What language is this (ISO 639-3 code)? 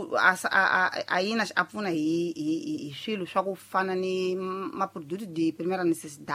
tso